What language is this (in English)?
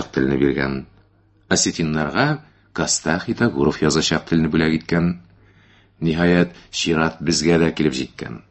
Tatar